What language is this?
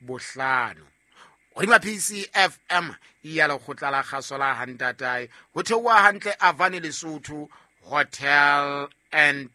Southern Sotho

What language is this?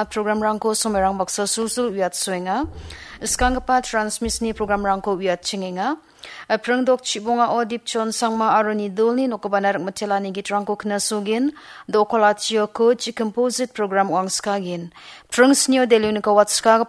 Garo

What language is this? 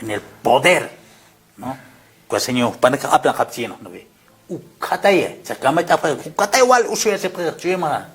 Aymara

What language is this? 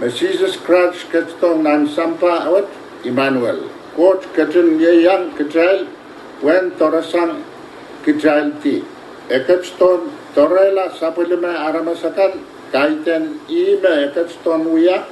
Pohnpeian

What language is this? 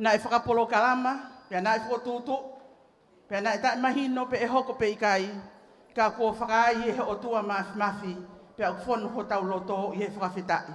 Tongan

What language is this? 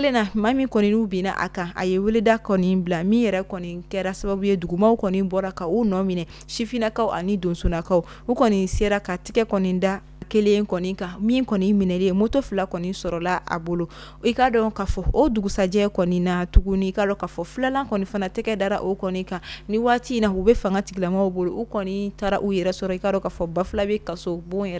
Bambara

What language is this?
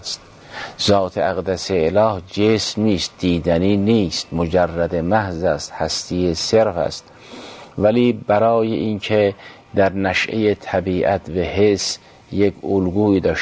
Persian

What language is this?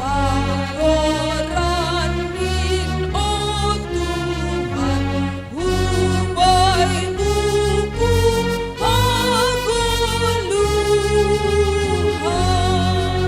Batak Simalungun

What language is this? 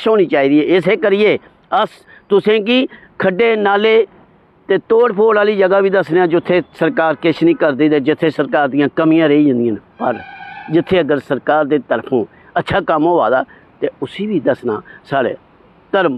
Dogri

